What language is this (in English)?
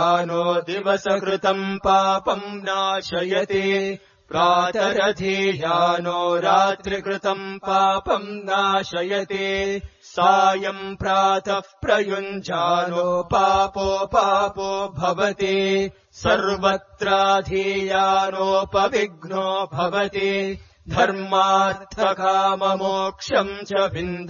Sanskrit